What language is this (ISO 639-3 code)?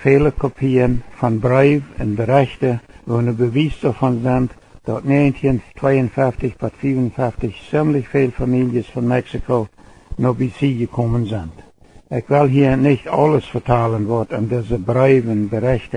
pdt